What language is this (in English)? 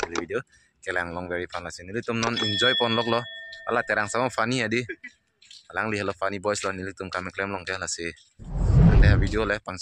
Karbi